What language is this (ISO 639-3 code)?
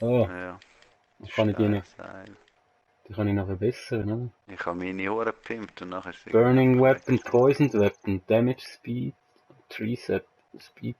gsw